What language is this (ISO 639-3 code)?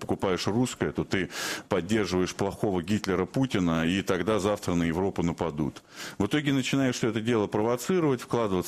rus